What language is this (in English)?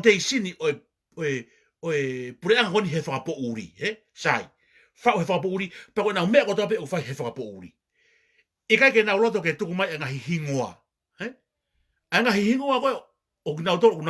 Tongan